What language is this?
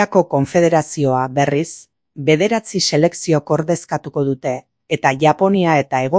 Basque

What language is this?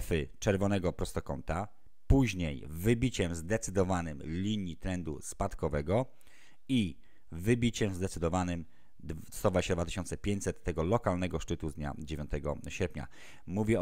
Polish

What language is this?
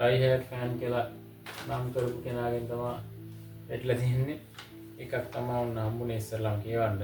Sinhala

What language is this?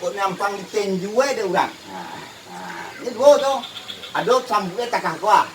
Minangkabau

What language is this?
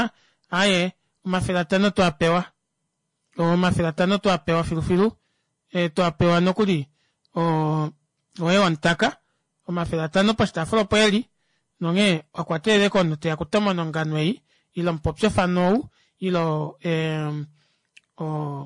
Kuanyama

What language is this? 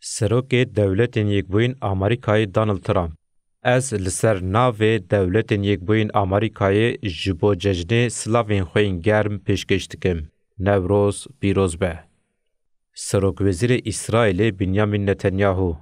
Kurdish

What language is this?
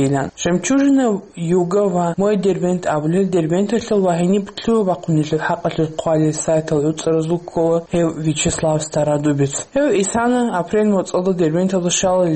Avaric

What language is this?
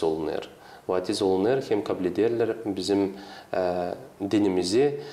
Gagauz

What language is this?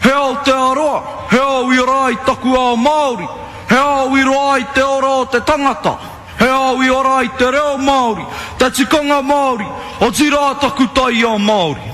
Māori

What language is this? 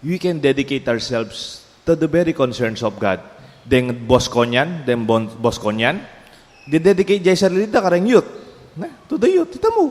Pampanga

